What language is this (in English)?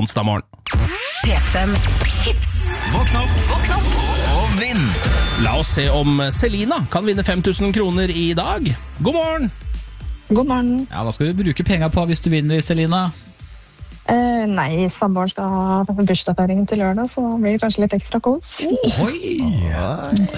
Norwegian